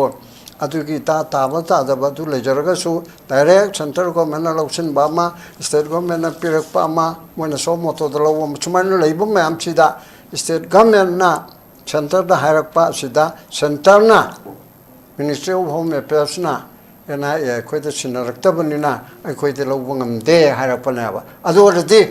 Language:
Manipuri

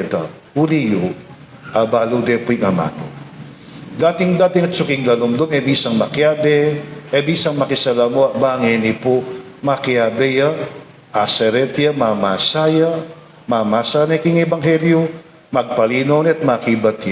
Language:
Pampanga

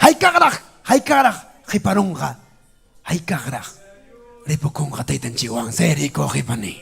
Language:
Ayacucho Quechua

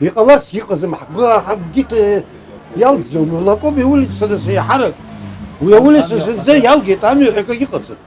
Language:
Abkhazian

